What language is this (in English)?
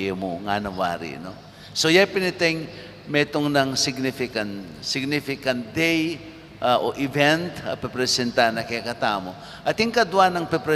Pampanga